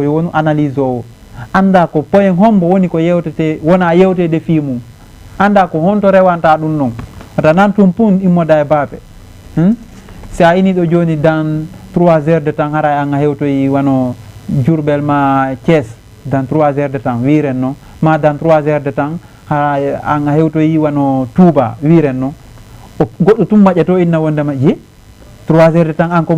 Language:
Fula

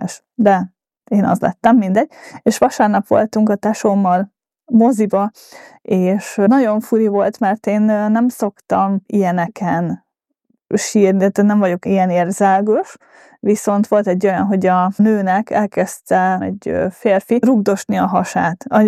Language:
Hungarian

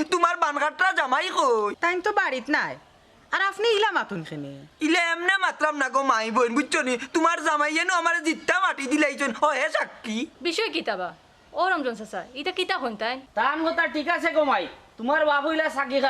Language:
Sylheti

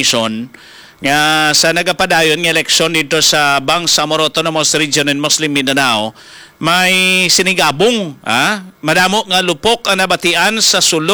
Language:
Hiligaynon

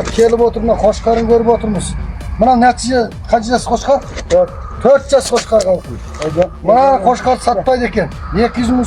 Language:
Kazakh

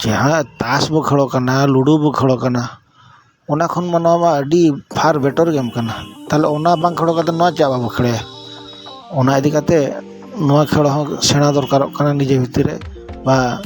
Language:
Santali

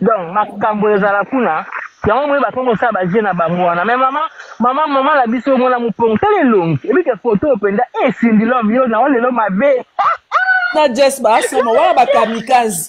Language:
Lingala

